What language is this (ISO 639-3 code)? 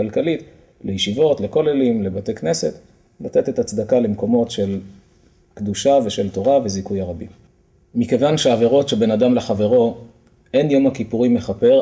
heb